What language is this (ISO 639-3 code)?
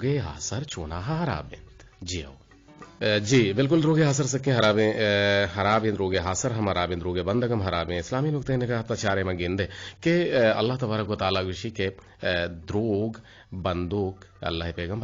bgp